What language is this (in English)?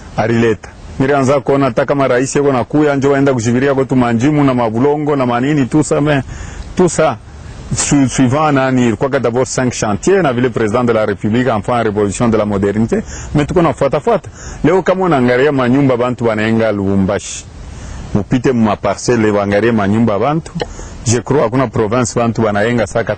Swahili